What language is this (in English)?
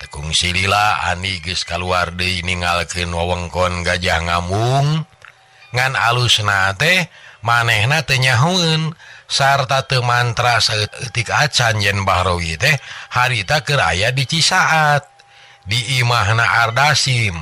Sundanese